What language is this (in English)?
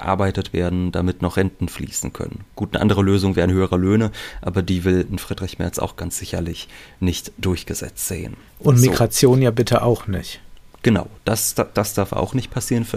German